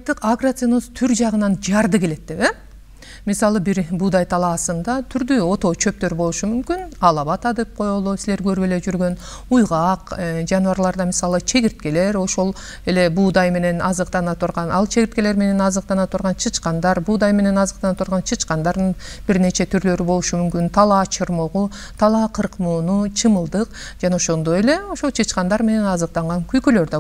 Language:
Kyrgyz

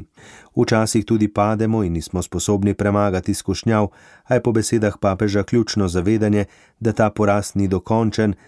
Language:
Slovenian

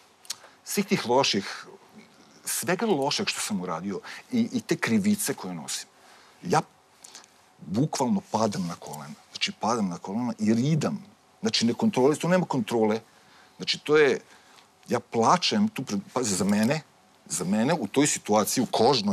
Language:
Serbian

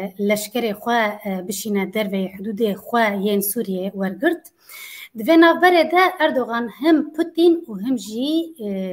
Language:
Kurdish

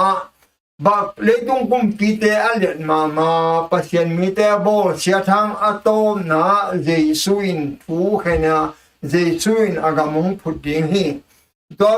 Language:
Tedim Chin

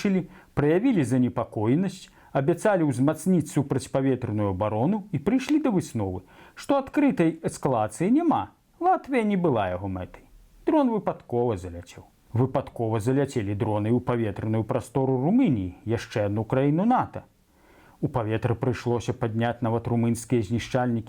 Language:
Belarusian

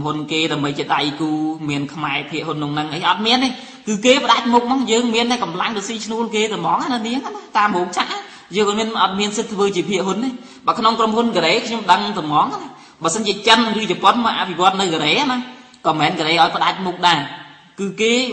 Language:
Khmer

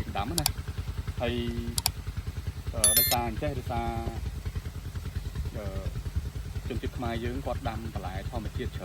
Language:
Khmer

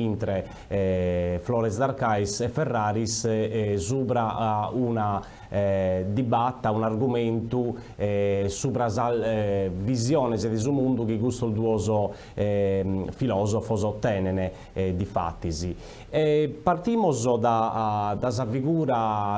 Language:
Sardinian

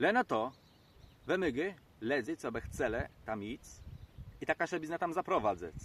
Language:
Kashubian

